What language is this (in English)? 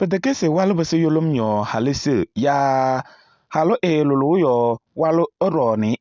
Kabiyè